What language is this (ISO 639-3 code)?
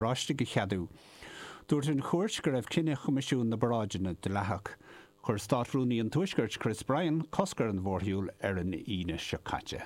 gle